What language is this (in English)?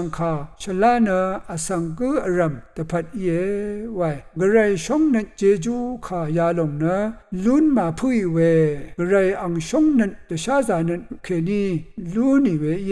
Rawang